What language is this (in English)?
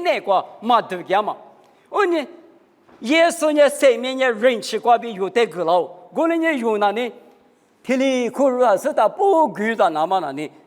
Lisu